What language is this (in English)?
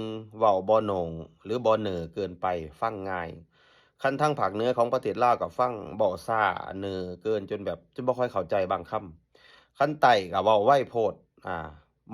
Lao